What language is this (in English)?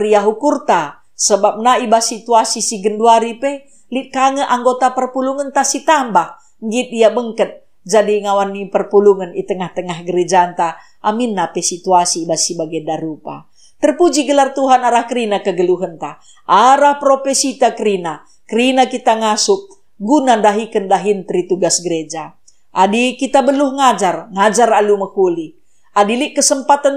Batak Karo